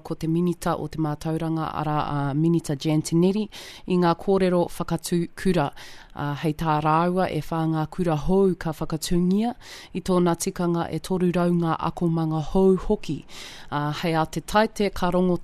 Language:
Māori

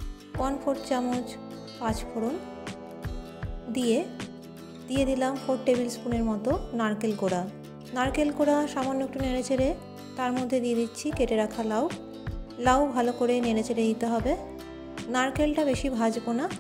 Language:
Bangla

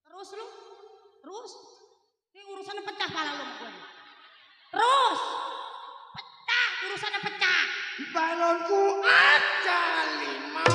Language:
Betawi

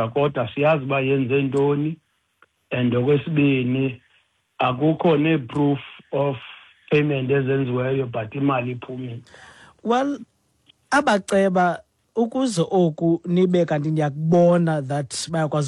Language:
Xhosa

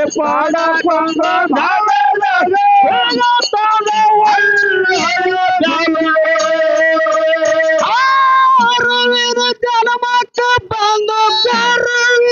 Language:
Kannada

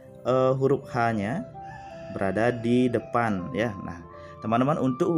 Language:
Indonesian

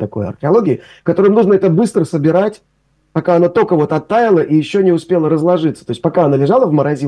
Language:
Russian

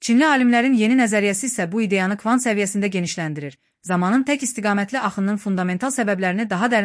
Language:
Azerbaijani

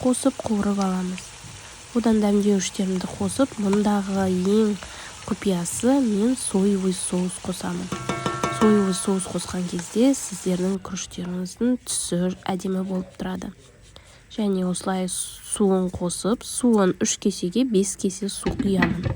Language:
Kazakh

